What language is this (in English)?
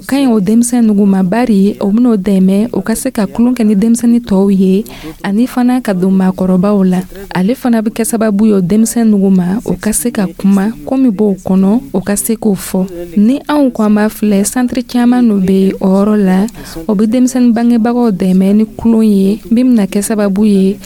Dyula